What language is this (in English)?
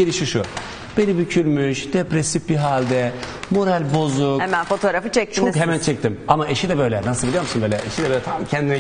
Turkish